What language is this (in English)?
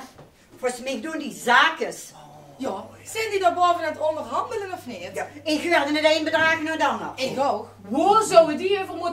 Limburgish